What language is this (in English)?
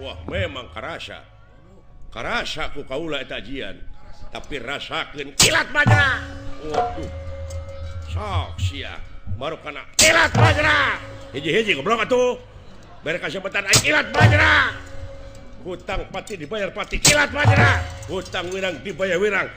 Sundanese